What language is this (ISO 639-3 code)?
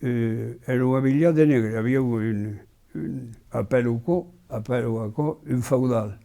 oci